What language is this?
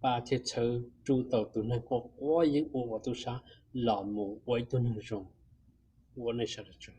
Hmong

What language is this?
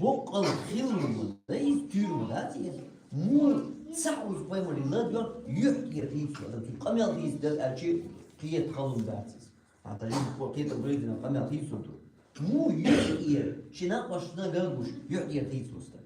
Chechen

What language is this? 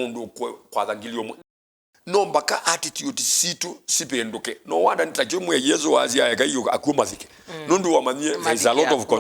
Kamba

